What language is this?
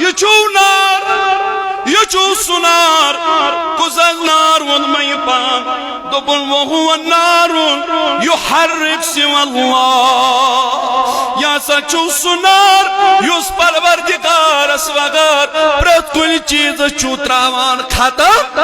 Kashmiri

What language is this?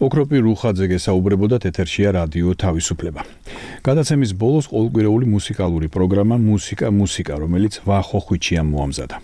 Georgian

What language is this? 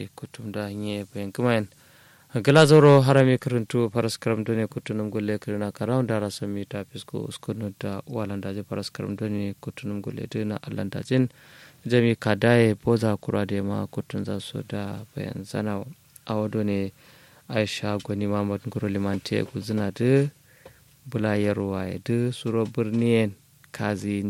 Kanuri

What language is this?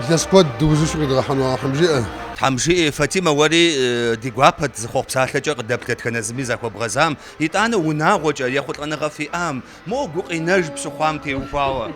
Kabardian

